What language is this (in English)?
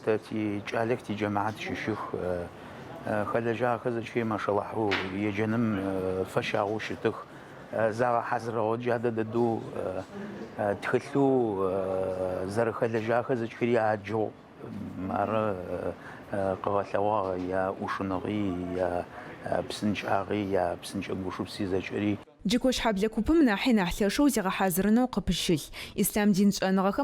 Adyghe